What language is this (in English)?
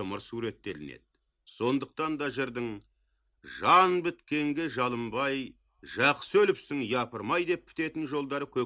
Kazakh